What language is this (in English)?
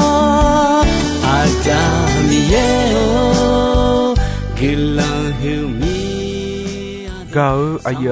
Akha